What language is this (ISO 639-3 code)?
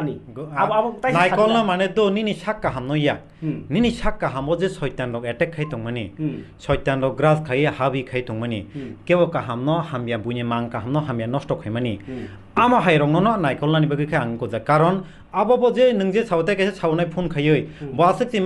trp